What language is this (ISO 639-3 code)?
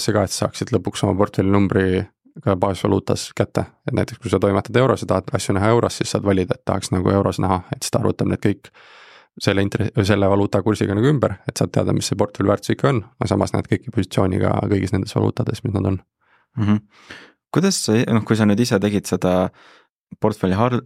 est